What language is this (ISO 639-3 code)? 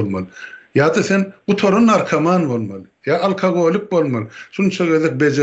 tuk